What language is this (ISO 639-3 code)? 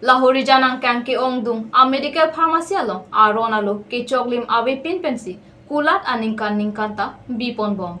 mjw